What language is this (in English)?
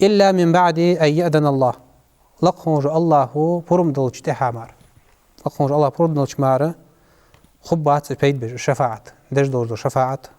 Ingush